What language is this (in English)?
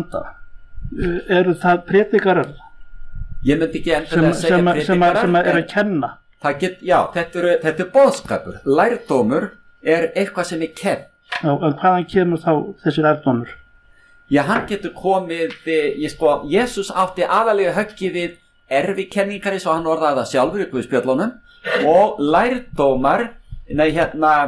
Icelandic